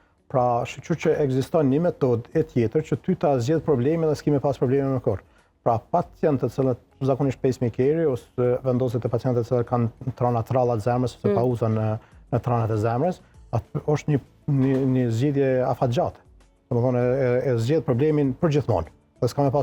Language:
Albanian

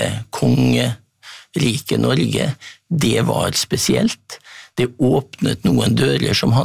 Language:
Norwegian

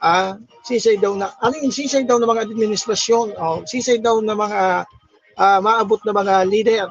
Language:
Bikol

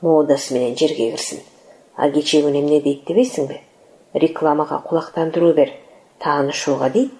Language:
Kyrgyz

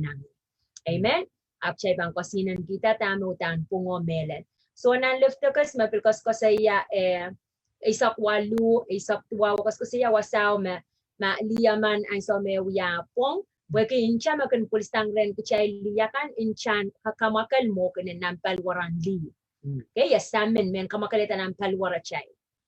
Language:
Pohnpeian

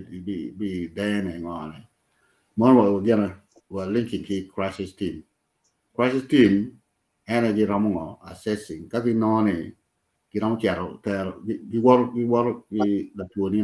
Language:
Acoli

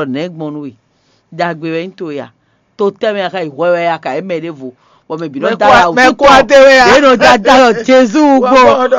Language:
Fon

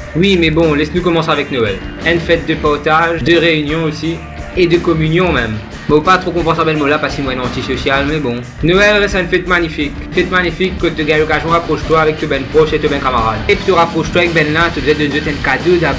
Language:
Morisyen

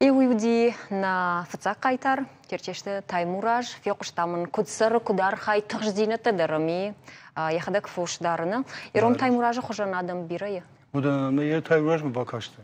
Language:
Ossetic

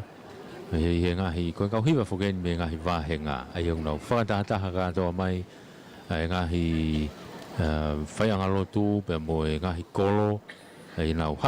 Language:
Tongan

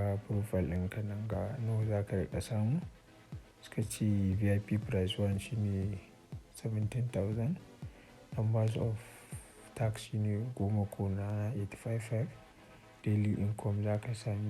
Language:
Hausa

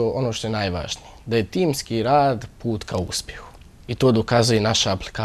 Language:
Bosnian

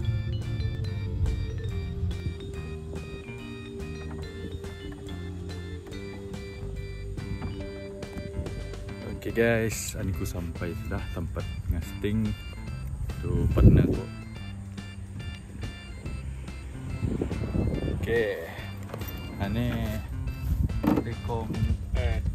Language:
Malay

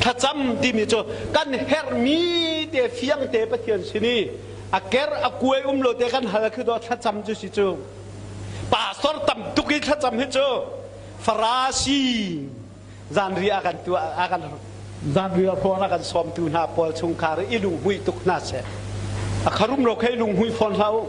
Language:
Hakha Chin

